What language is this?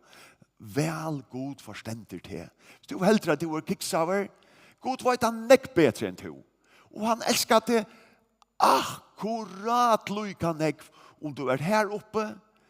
Faroese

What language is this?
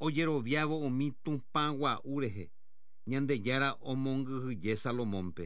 Guarani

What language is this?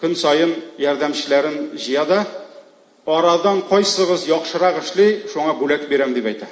Tatar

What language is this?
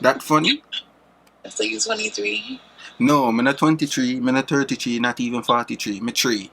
Jamaican Creole English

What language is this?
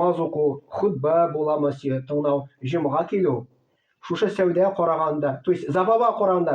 Tatar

